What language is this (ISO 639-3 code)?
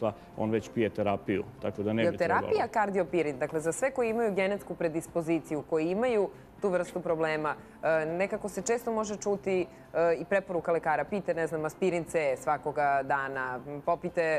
srp